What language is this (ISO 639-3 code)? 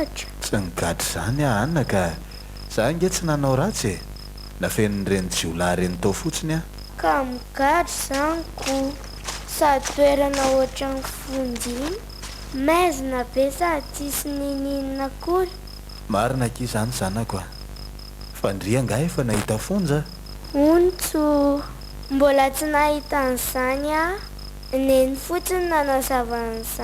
mlg